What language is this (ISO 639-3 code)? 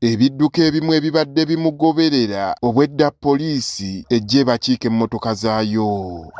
lug